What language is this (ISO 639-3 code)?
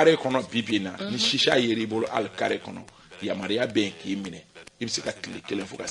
bam